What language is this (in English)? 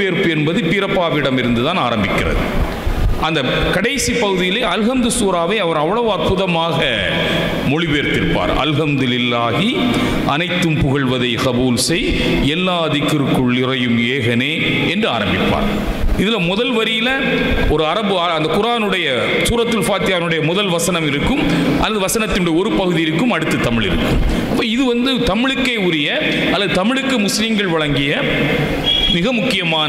Tamil